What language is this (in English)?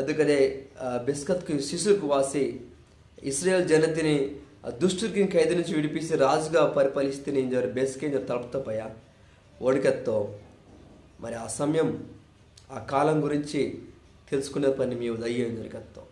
Koya